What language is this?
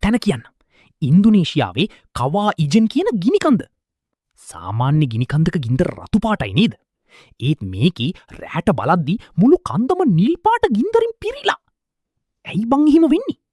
Sinhala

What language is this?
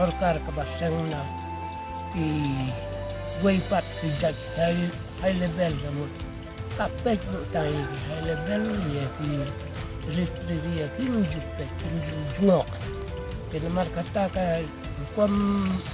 Khasi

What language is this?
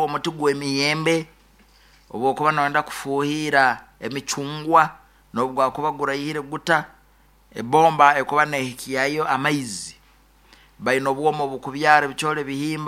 Nyoro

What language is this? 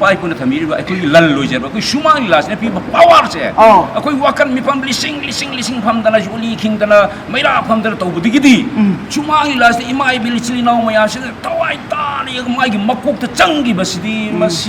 Manipuri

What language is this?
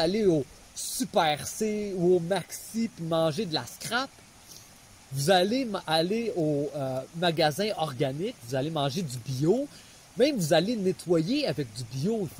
French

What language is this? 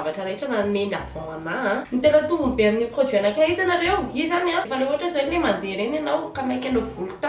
Malagasy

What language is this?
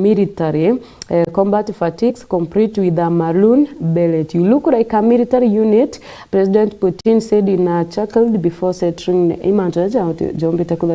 Meru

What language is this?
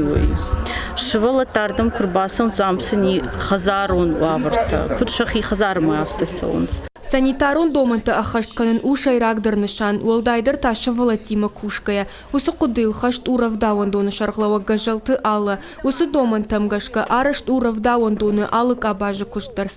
Ossetic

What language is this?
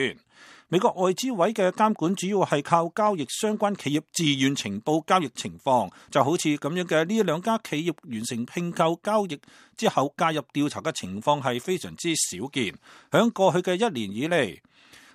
Cantonese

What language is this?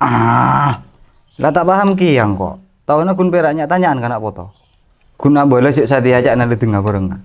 Madurese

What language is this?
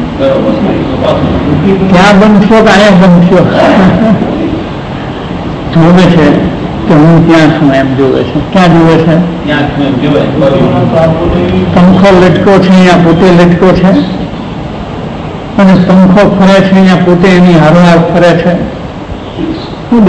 Gujarati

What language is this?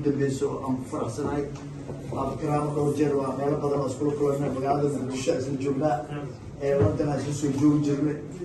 Somali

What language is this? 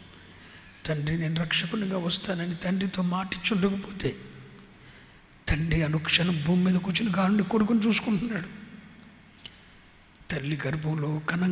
Telugu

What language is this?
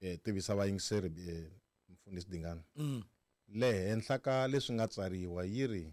Tsonga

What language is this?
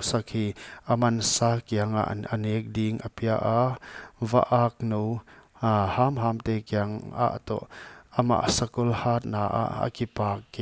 Paite Chin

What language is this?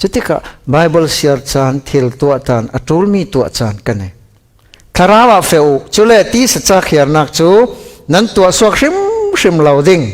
Falam Chin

